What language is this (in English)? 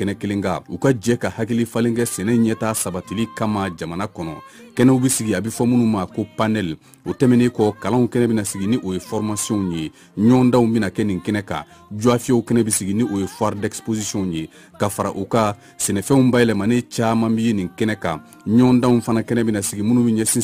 Bambara